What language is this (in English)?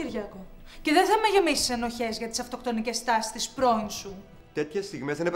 Greek